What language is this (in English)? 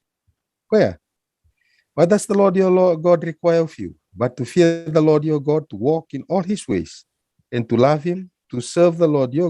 Fijian